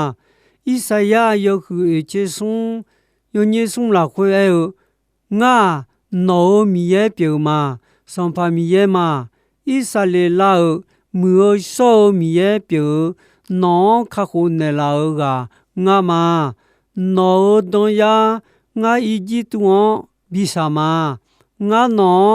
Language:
Akha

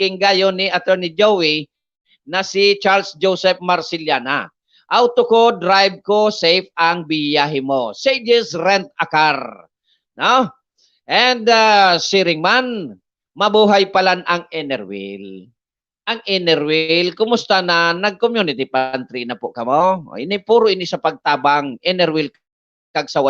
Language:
Bikol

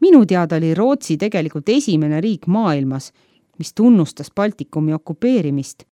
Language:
Estonian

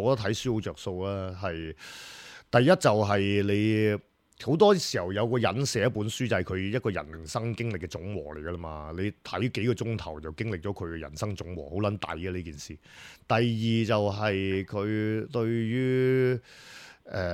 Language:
Cantonese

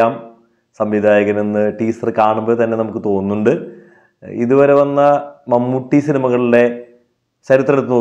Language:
Malayalam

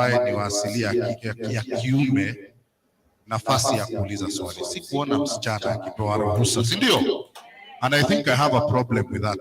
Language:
Masai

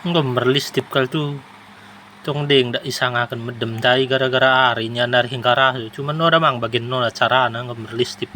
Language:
Batak Dairi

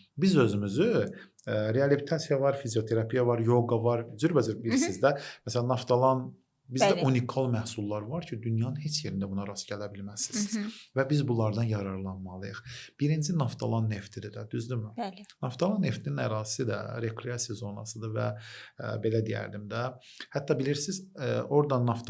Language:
Azerbaijani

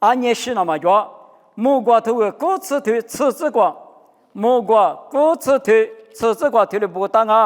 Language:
Lisu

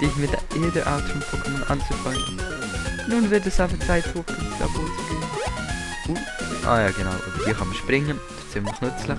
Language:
Swiss German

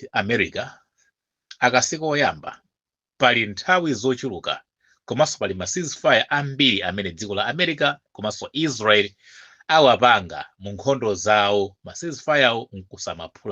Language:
Nyanja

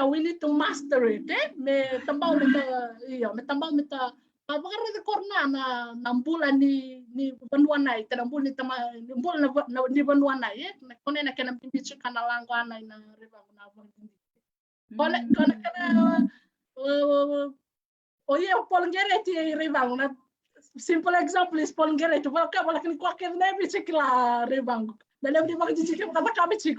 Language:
Fijian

